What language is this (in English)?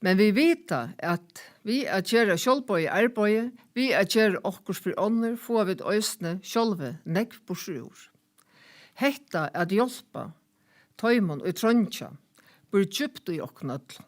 Faroese